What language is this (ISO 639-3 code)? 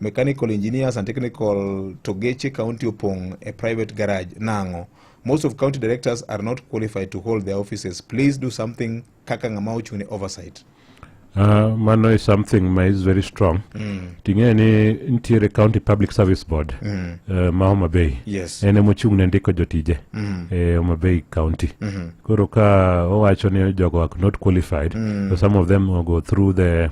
luo